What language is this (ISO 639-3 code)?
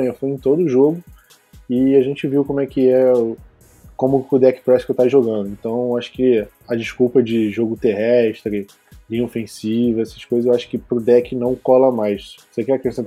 por